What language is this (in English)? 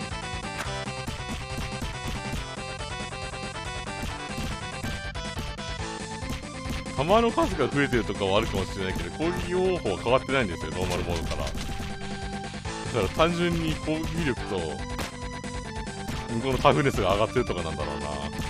Japanese